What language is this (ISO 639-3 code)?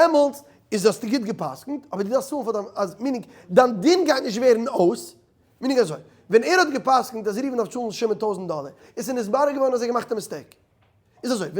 yid